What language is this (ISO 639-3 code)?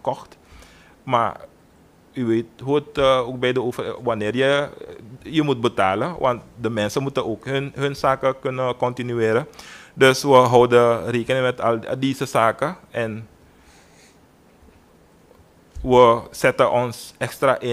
nld